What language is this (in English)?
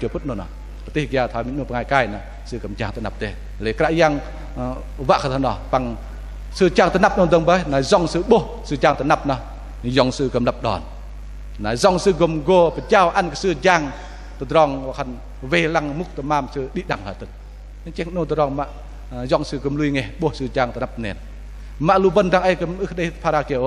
Bahnar